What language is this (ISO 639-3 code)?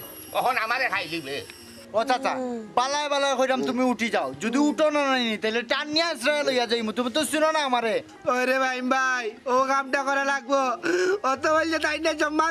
syl